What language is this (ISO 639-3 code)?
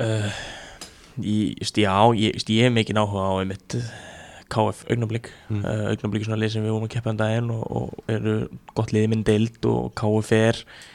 isl